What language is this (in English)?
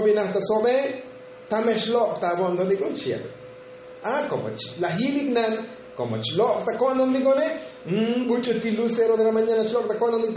Tzotzil